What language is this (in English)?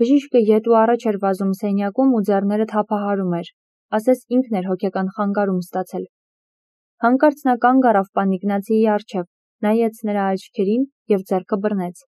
Armenian